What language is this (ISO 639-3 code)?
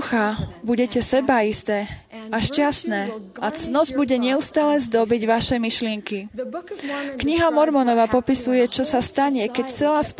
slk